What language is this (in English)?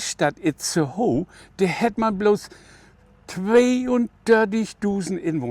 Low German